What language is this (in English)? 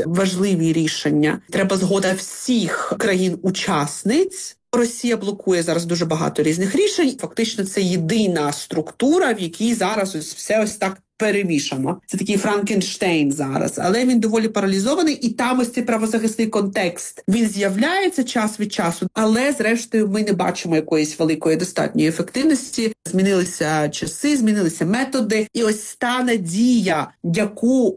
Ukrainian